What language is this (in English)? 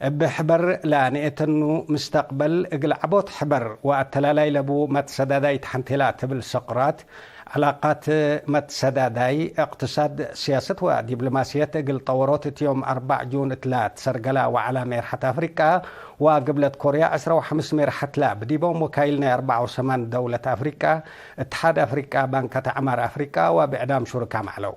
Tigre